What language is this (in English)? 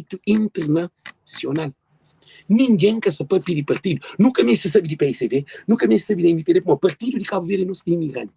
Kabuverdianu